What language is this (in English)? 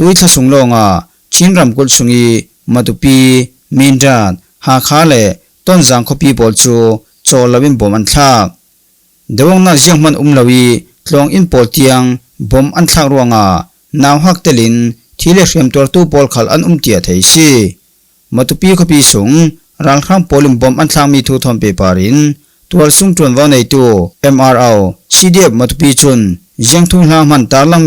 Falam Chin